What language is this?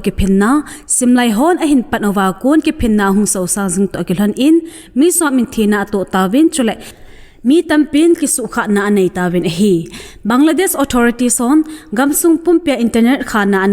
Thado Chin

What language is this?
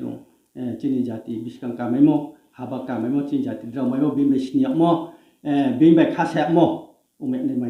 Riang (India)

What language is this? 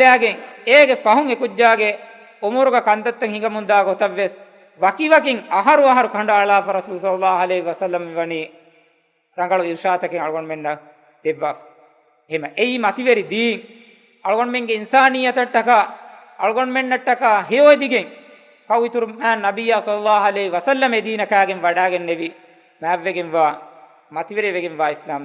Divehi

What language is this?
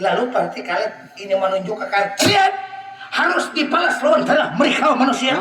Banjar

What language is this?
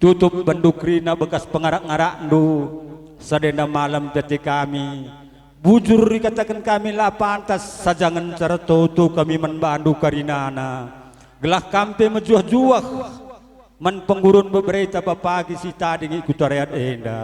Batak Karo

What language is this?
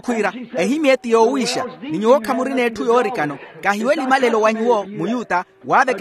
Makhuwa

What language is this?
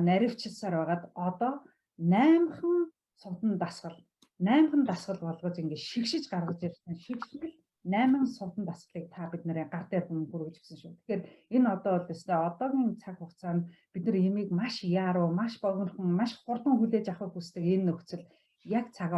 Mongolian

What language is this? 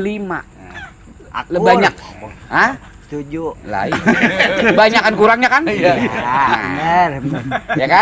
Betawi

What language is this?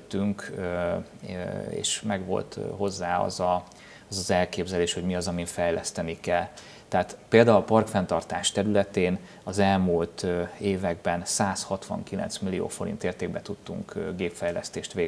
Hungarian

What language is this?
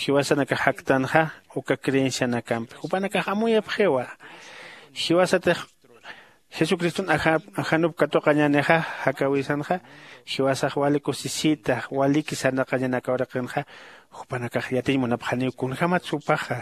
Aymara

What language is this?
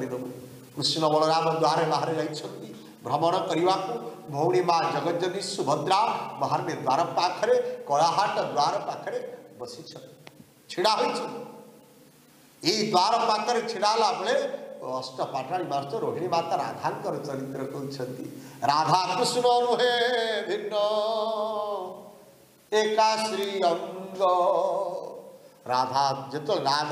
Odia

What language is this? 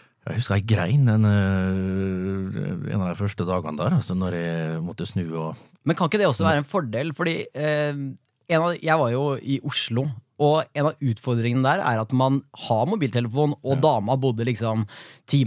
Norwegian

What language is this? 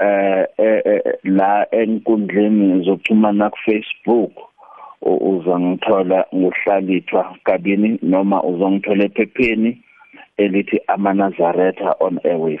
South Ndebele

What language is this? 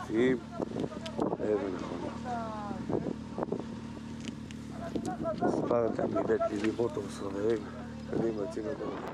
Hebrew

